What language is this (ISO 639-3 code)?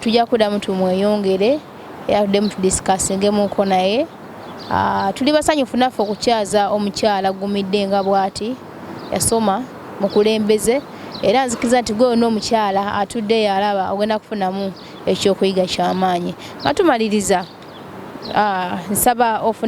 lug